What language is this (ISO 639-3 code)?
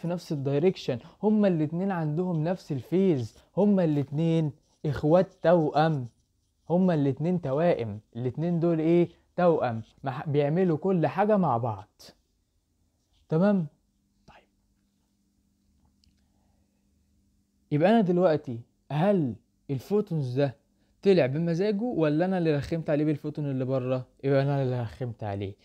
arz